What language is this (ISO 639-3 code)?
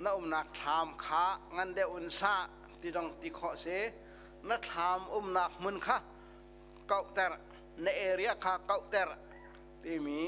cnh